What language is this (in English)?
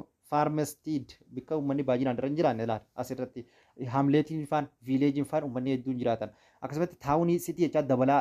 Oromo